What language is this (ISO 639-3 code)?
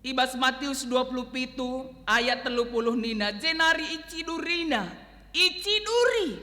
btx